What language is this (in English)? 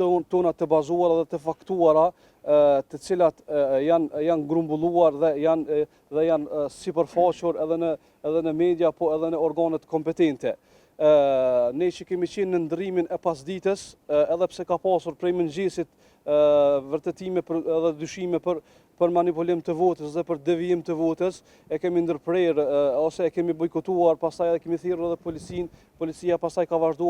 Albanian